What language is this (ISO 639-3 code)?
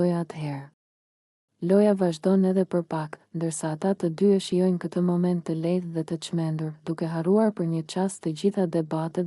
sqi